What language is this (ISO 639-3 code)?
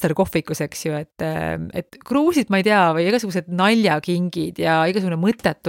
est